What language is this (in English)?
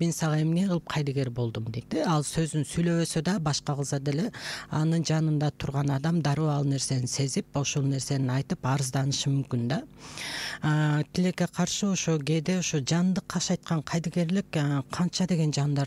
Kyrgyz